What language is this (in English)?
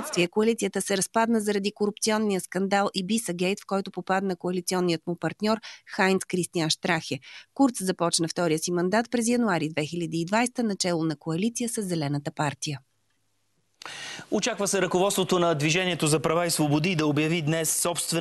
Bulgarian